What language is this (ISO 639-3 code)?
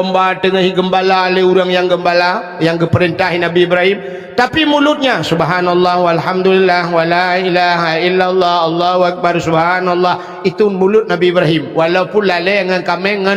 ace